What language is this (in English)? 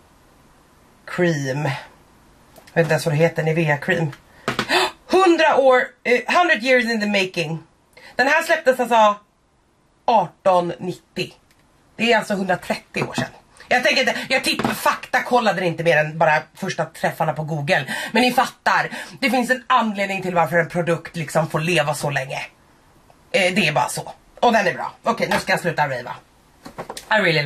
Swedish